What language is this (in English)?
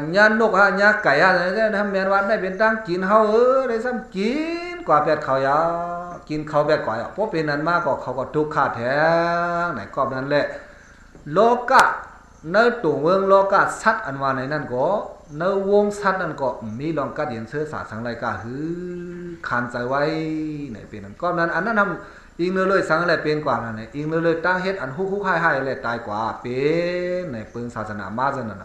Shan